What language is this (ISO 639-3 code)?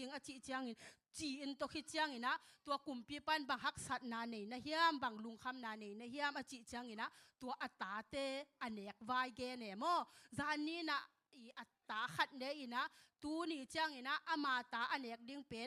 ctd